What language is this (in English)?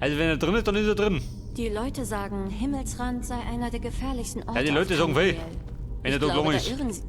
Bavarian